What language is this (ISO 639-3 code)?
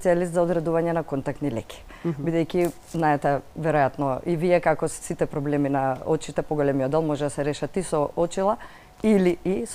mkd